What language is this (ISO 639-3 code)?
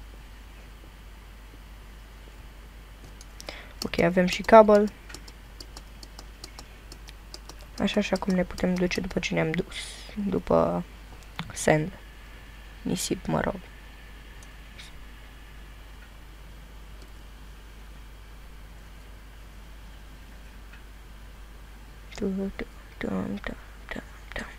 ron